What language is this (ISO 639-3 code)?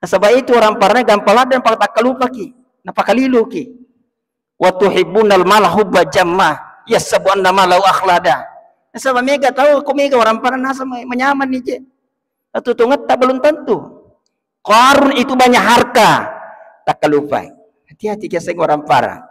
bug